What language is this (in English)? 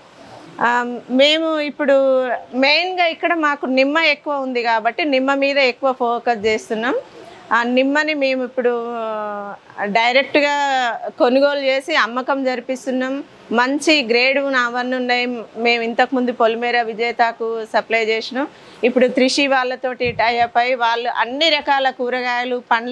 Telugu